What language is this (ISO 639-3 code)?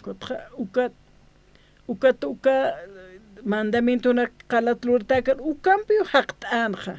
aym